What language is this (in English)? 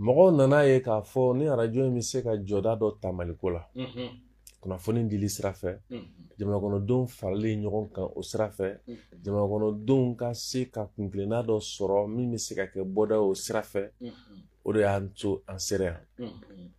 Bambara